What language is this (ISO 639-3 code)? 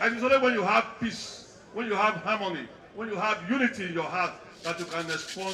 pcm